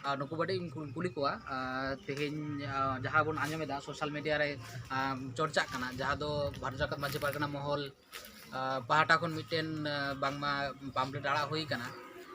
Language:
Santali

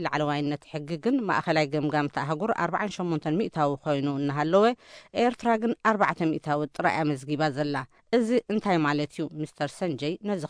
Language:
Tigrinya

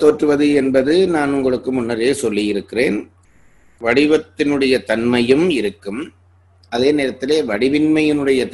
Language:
Tamil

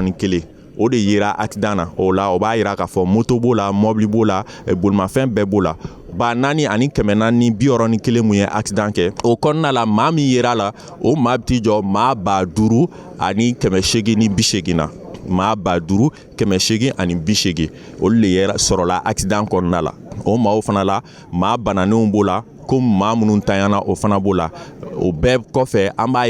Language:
Bambara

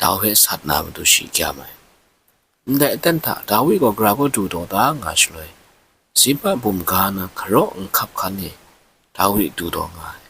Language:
Kachin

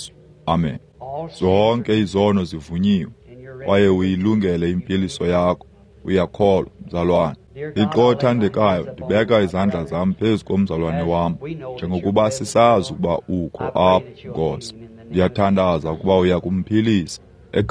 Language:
Xhosa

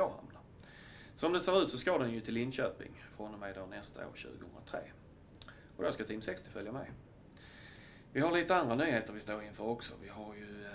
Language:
Swedish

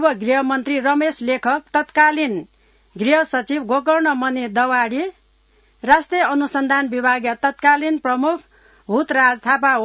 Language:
Newari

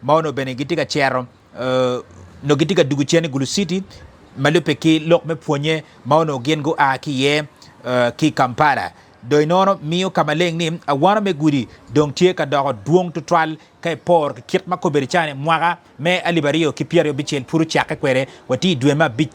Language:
Acoli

